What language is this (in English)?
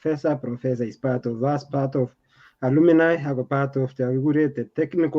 Kalenjin